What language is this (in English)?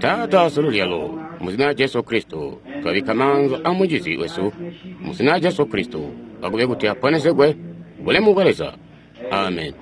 Tonga (Zambia)